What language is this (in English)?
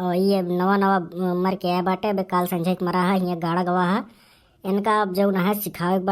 Awadhi